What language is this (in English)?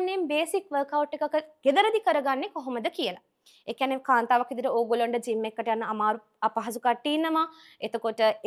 Sinhala